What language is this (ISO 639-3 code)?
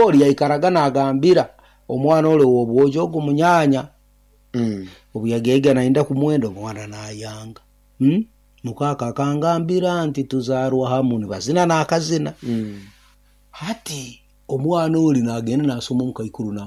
nyo